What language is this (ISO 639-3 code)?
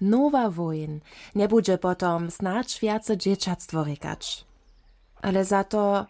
hsb